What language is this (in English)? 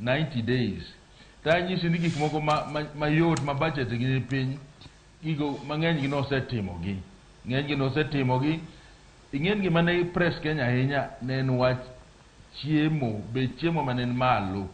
Luo (Kenya and Tanzania)